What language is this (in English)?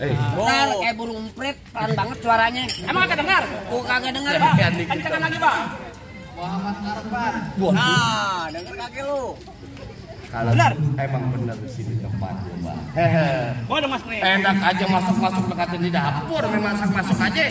Betawi